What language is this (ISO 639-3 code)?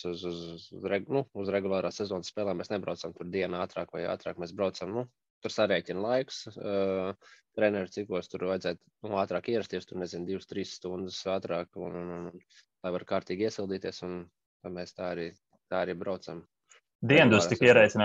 lav